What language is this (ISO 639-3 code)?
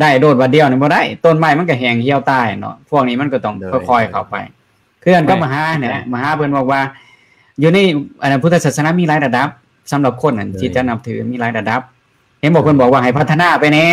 lao